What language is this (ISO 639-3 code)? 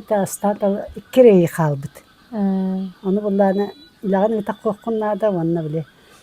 sah